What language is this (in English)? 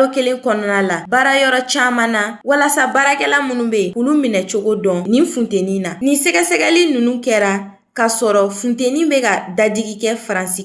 Bambara